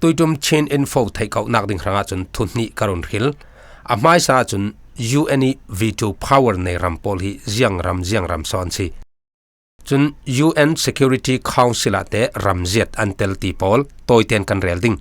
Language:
Falam Chin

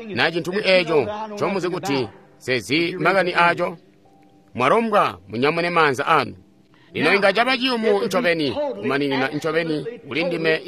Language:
Tonga (Zambia)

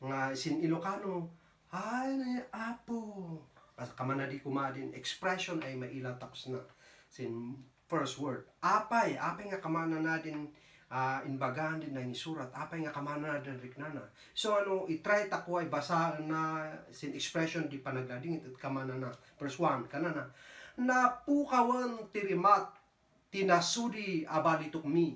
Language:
Kankanaey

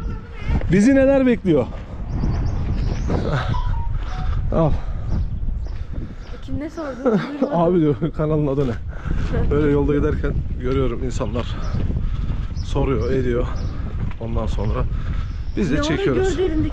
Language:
Turkish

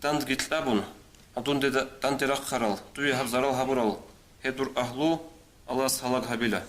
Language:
Avaric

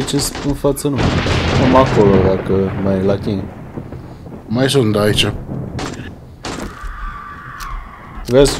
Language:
Romanian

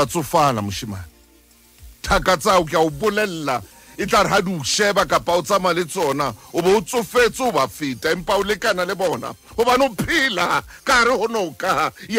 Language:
Southern Sotho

